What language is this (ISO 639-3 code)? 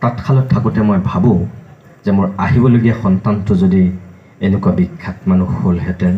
asm